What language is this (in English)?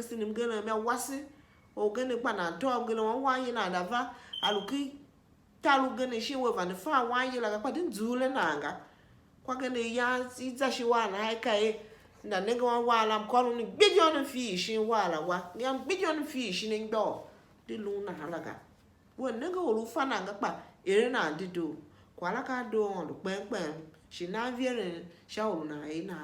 Tiv